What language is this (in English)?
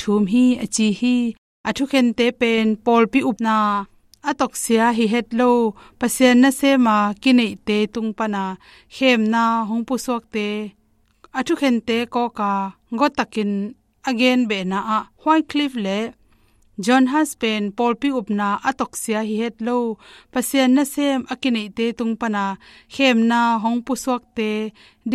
Tedim Chin